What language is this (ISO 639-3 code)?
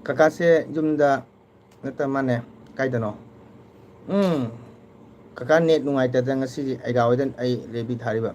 mni